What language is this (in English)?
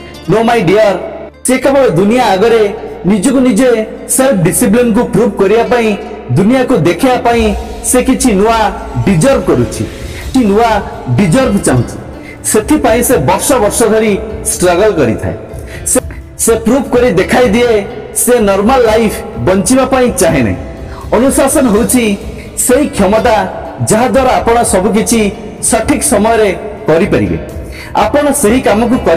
Odia